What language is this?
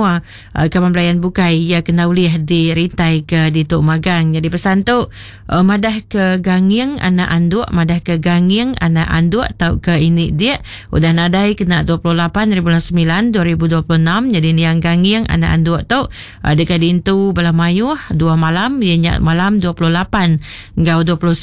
Iban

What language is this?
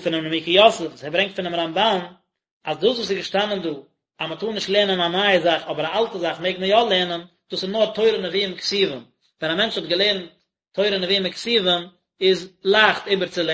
Yiddish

